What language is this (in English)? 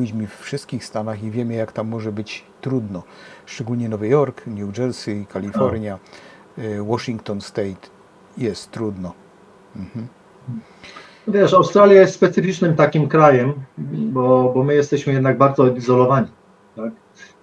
Polish